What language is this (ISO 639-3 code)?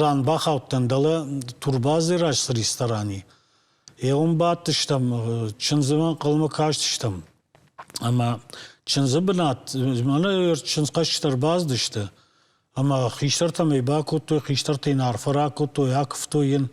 oss